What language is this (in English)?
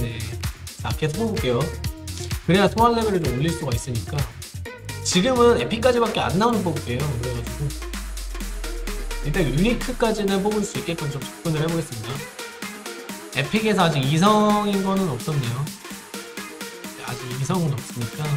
Korean